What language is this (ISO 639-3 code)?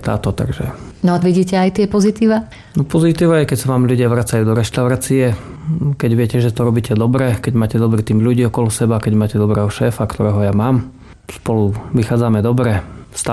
slk